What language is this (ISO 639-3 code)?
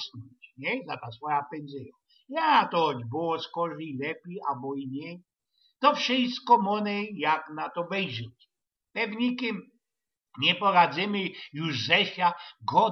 szl